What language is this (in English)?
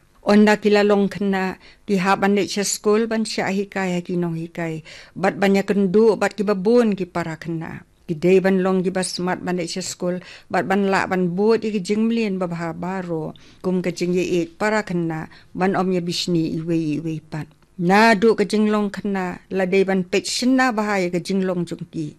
Khasi